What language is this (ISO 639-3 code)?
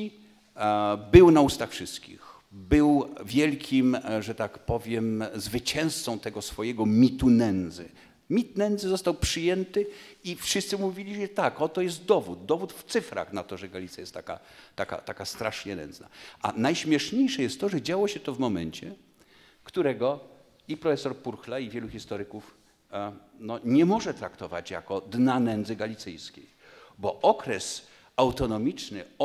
pol